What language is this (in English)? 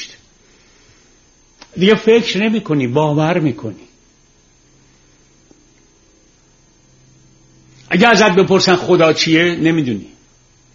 Persian